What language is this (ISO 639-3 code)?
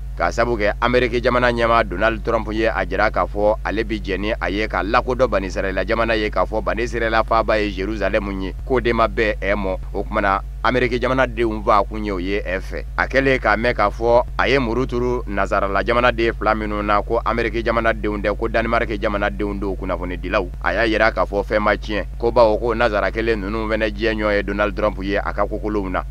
bam